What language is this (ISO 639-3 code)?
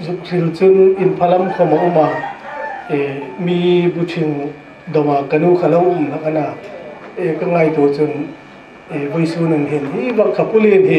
hmr